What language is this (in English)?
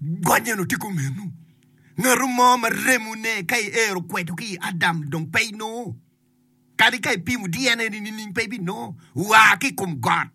Acoli